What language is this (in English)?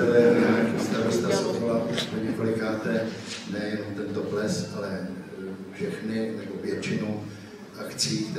Czech